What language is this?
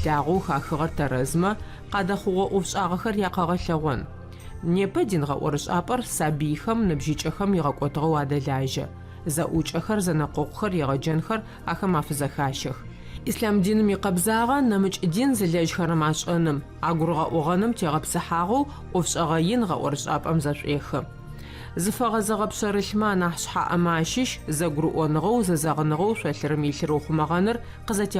Adyghe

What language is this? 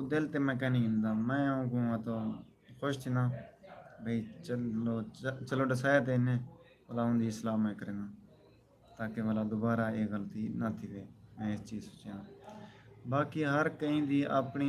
Saraiki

